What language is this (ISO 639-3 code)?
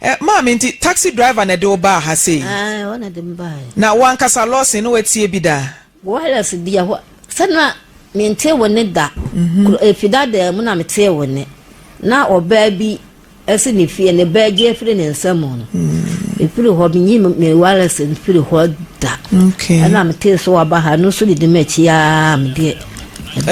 aka